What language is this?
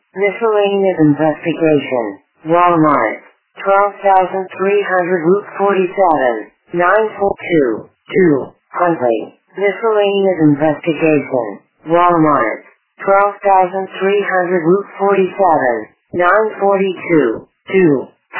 English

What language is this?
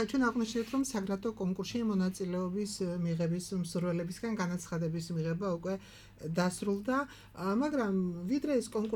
Georgian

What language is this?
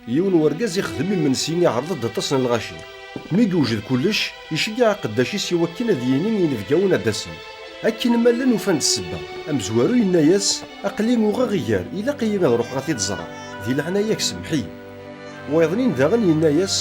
Kabyle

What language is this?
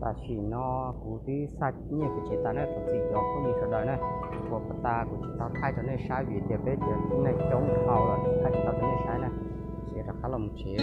Hmong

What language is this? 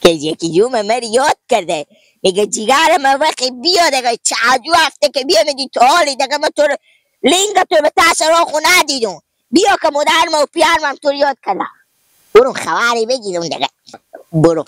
Hazaragi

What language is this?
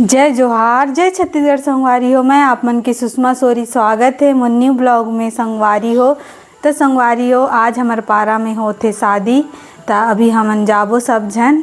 Chhattisgarhi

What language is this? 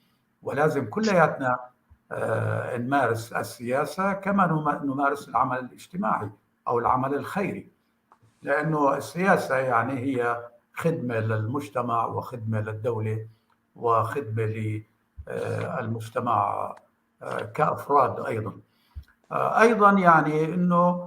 North Levantine Arabic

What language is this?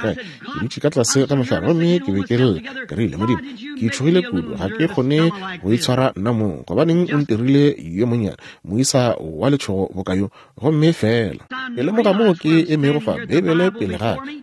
Northern Sotho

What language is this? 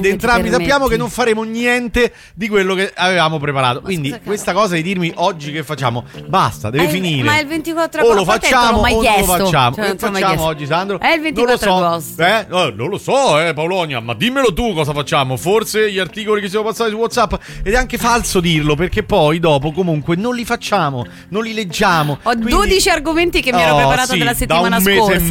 Italian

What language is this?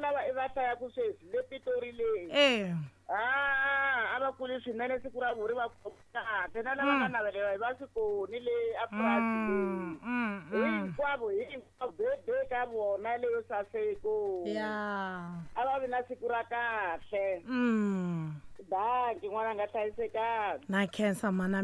Tsonga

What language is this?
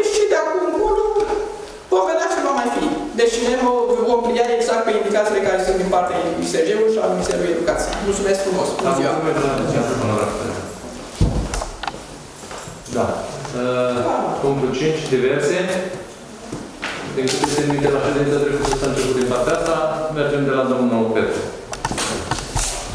Romanian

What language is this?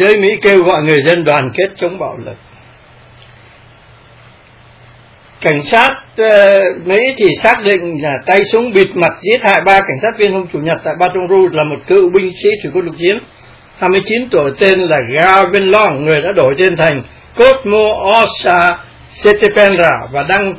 Vietnamese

